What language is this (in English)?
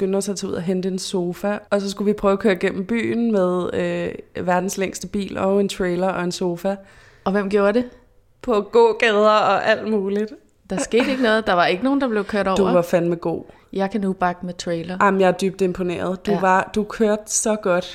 Danish